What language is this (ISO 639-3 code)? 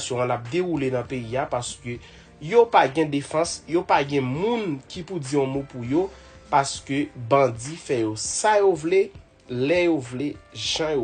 hat